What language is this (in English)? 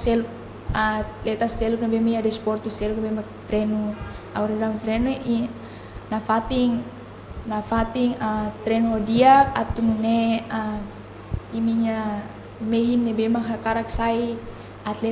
Tetum